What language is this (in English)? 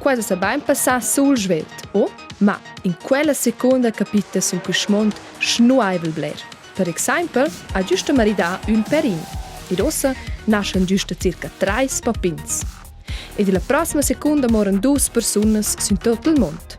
Romansh